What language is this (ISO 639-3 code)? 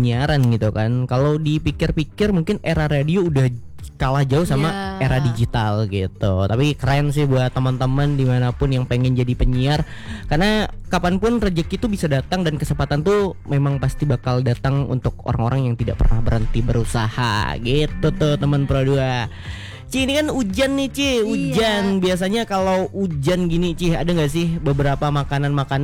ind